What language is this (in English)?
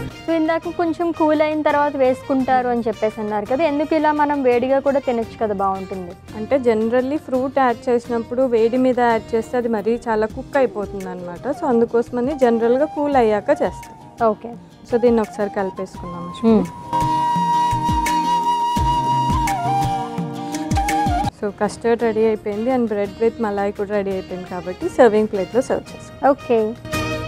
Telugu